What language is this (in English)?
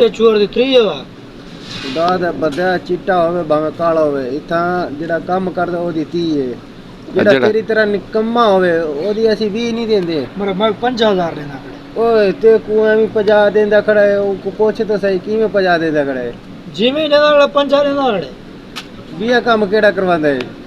Saraiki